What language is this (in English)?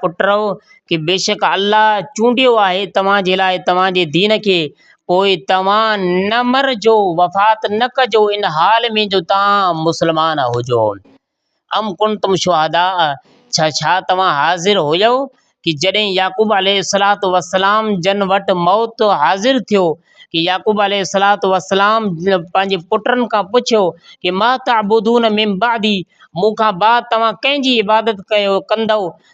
Sindhi